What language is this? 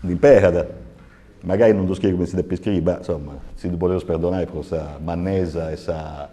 Sardinian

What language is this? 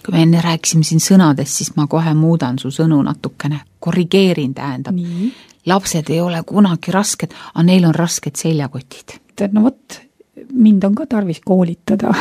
Estonian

